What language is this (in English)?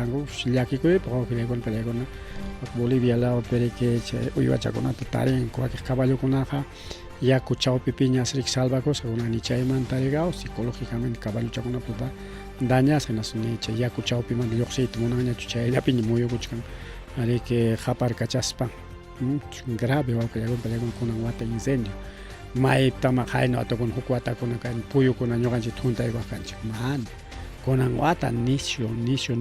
Ayacucho Quechua